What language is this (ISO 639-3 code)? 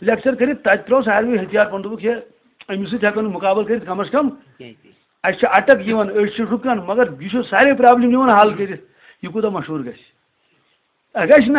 kas